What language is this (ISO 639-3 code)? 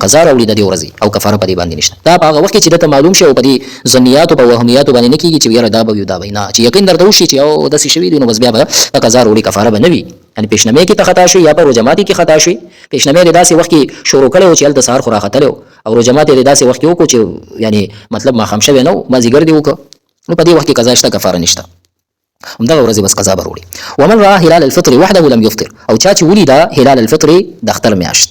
pus